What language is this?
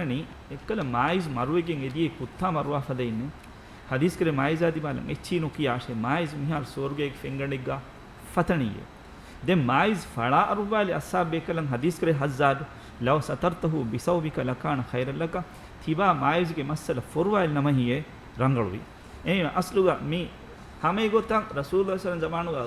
Divehi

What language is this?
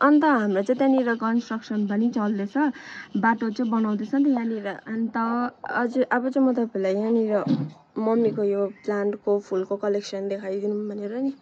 Nepali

